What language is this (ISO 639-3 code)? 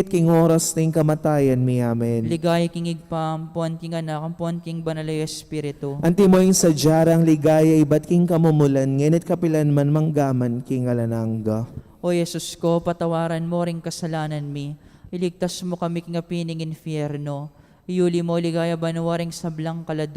pam